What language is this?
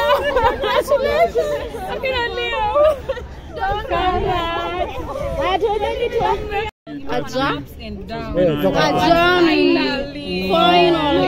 Swahili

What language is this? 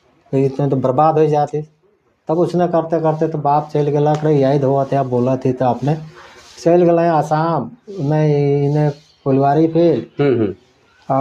Sadri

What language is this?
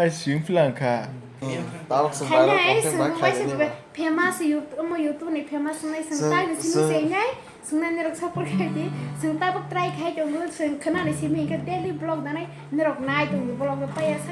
Kok Borok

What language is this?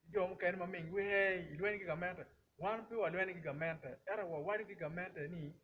Acoli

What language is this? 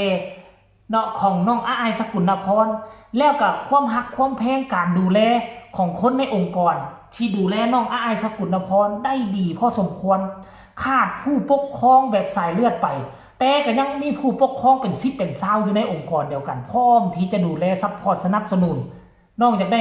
Northeastern Thai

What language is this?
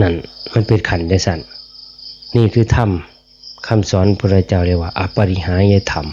Northeastern Thai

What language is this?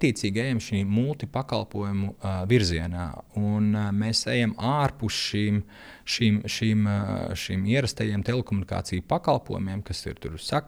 Latvian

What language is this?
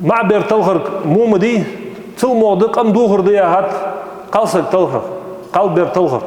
Ingush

